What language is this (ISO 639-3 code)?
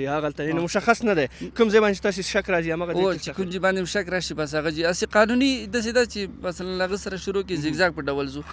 pus